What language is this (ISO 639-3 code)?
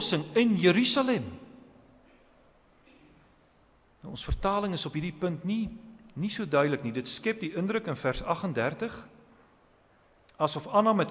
afr